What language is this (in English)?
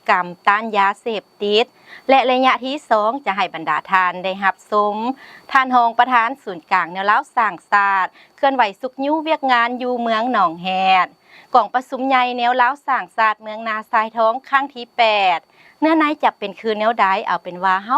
Lao